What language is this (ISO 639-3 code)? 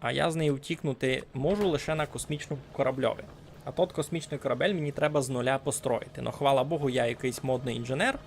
rue